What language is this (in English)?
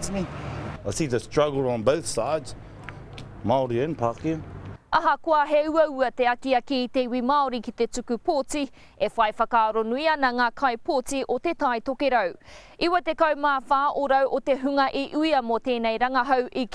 Māori